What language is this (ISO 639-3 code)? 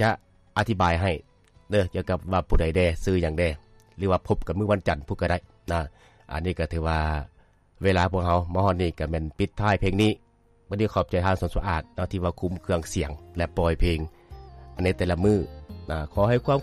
lao